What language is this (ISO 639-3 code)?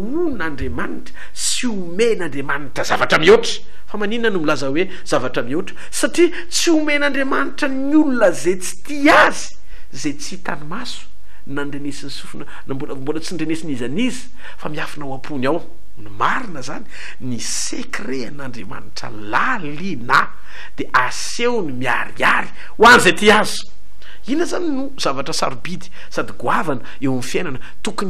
mlg